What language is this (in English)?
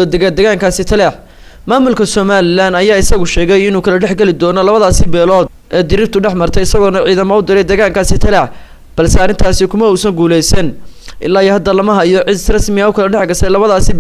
Somali